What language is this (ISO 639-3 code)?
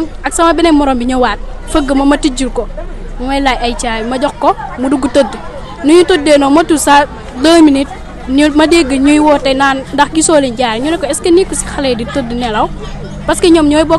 wol